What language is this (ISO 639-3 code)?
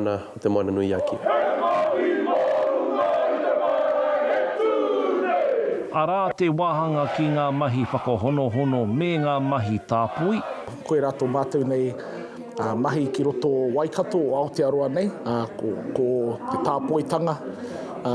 mri